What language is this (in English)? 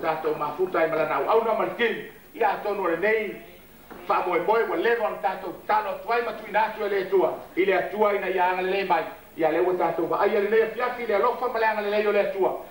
Samoan